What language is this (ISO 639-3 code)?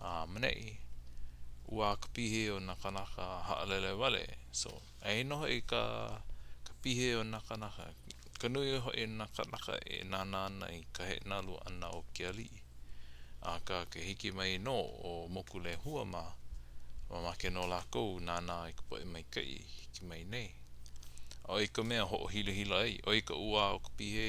haw